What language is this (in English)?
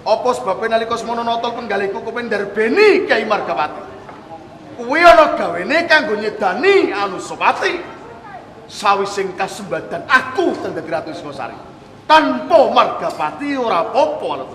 Javanese